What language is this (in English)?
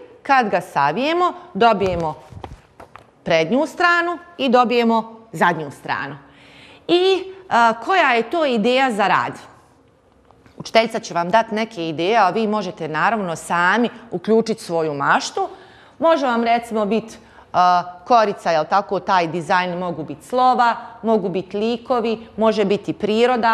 Bosnian